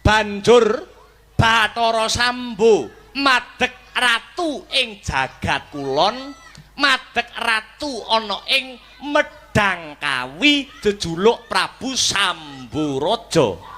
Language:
Javanese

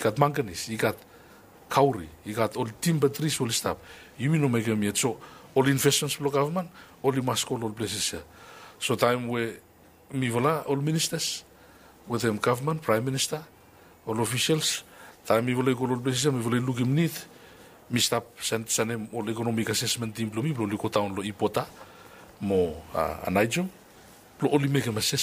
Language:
Bislama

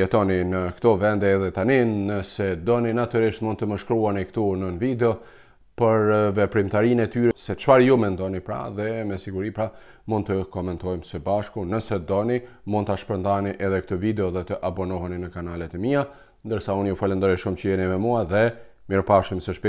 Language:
Albanian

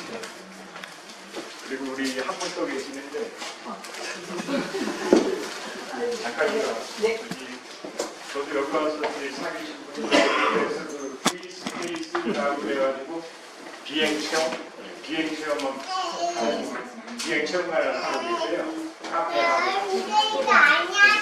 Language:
Korean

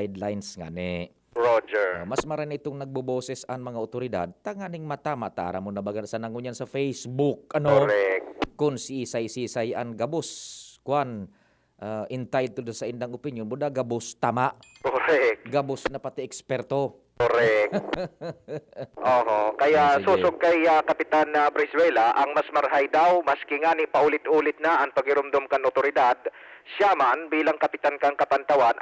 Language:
Bikol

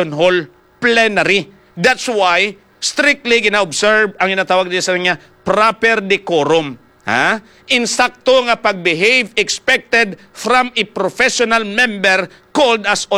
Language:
Hiligaynon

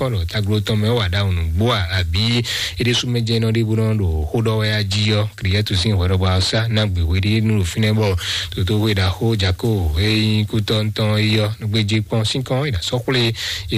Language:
Fon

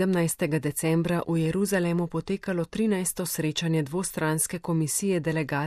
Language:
Slovenian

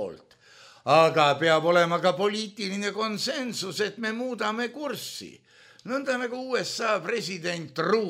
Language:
Estonian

